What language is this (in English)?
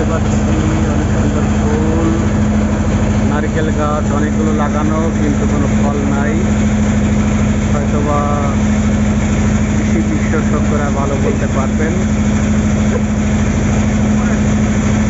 Bangla